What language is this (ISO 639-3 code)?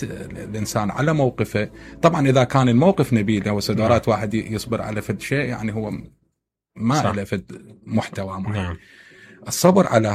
acm